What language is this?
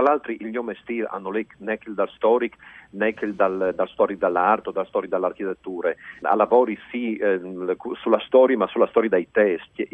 Friulian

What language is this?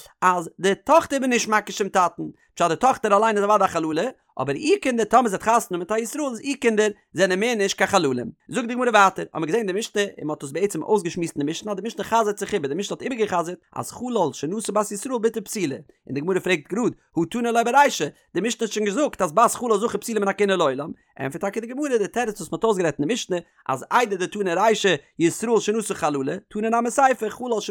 Yiddish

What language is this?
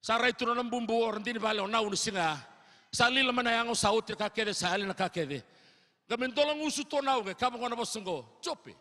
Fijian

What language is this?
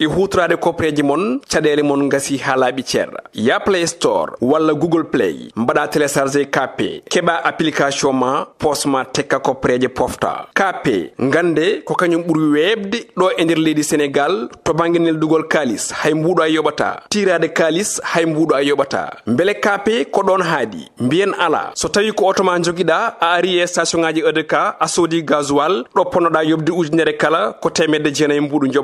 Fula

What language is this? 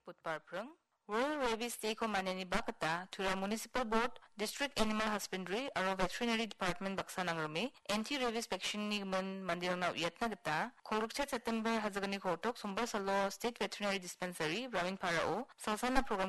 Garo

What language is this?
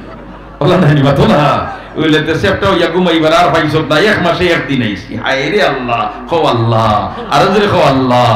Sylheti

